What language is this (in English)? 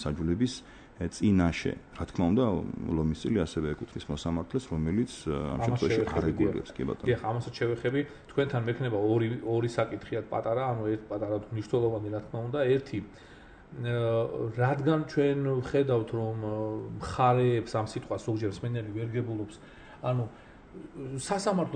Georgian